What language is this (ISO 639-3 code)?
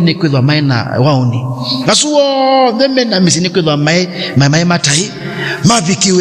kam